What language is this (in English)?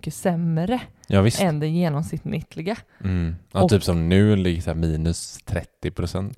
Swedish